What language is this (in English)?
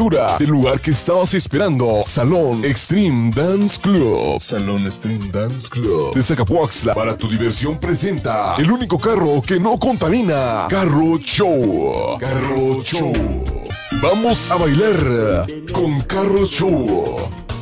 Spanish